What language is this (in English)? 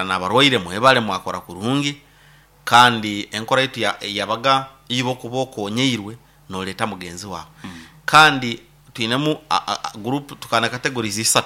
Nyoro